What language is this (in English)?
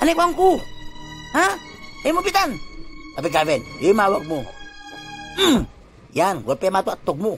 Itawit